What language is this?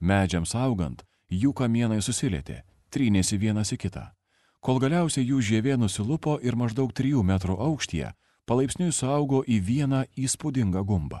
Lithuanian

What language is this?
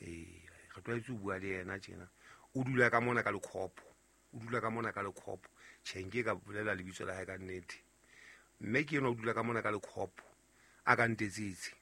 Southern Sotho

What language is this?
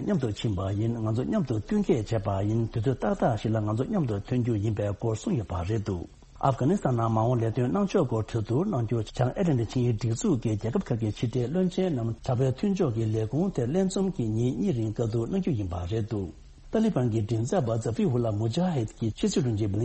Tibetan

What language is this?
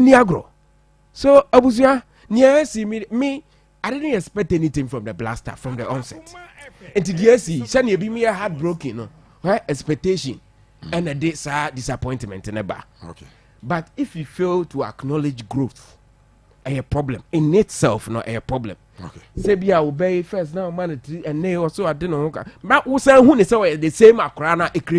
Akan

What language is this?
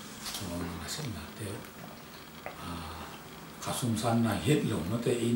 Tedim Chin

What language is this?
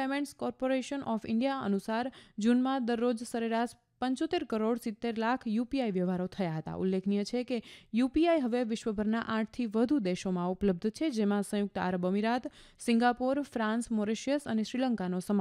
Gujarati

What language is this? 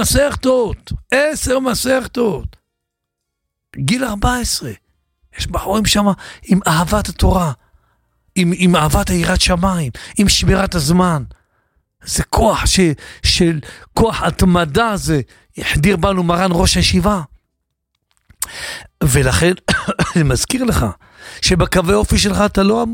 Hebrew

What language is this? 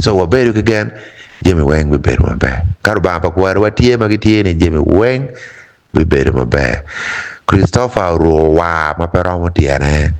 Acoli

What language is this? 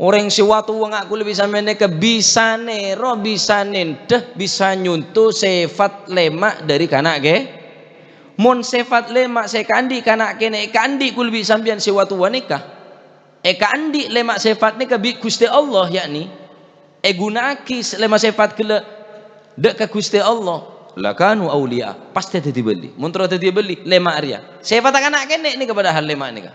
Madurese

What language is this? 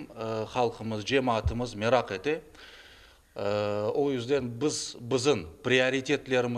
Crimean Tatar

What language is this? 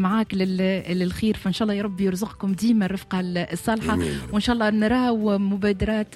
Tunisian Arabic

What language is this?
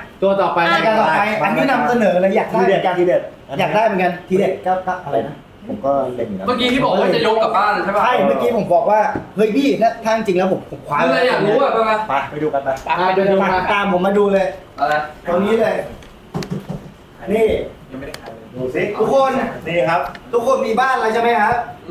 Thai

